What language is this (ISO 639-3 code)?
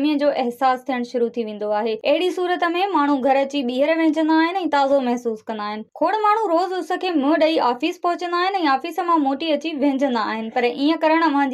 snd